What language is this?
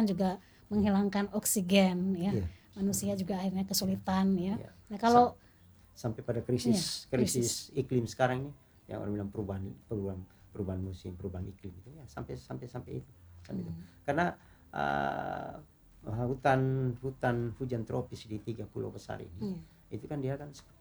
Indonesian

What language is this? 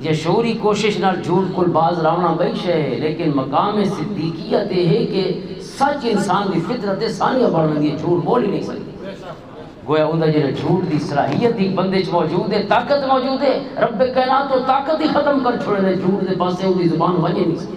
Western Panjabi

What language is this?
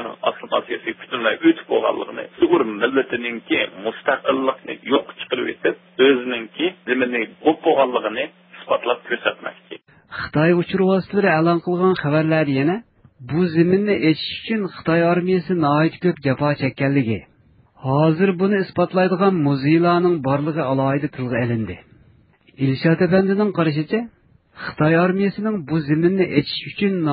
Uyghur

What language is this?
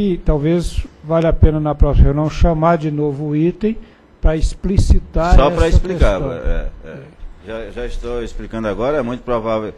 Portuguese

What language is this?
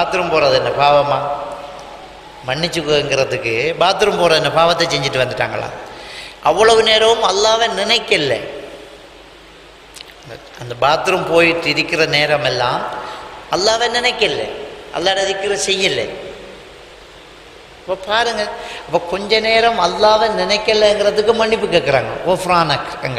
Tamil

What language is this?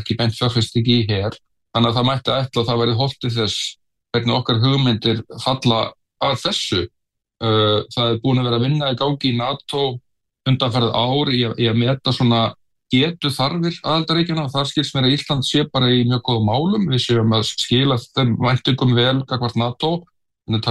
Icelandic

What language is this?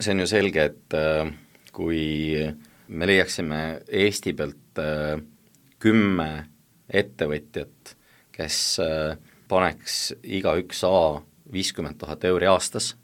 Estonian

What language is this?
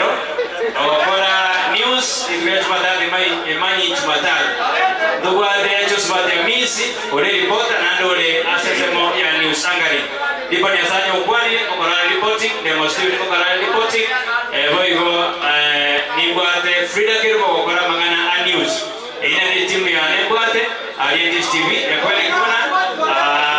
Gusii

